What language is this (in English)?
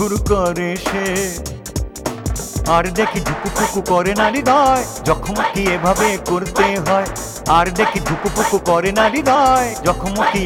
Bangla